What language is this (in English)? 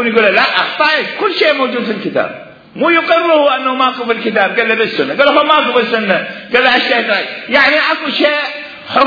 Mesopotamian Arabic